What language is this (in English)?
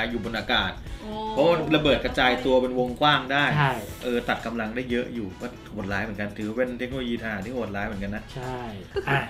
Thai